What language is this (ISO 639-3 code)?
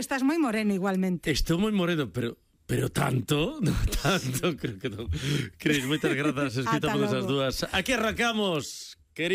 glg